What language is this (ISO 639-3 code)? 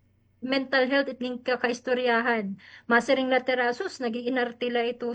war